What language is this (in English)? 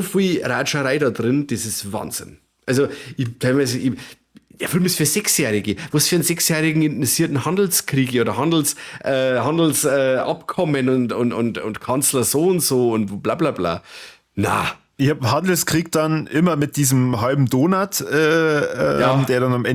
German